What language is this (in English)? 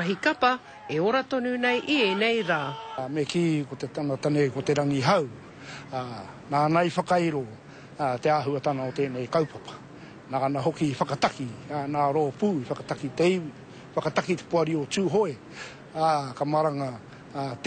Māori